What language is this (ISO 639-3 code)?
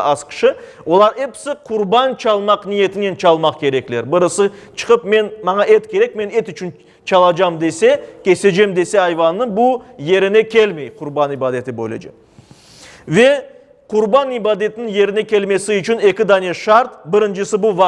crh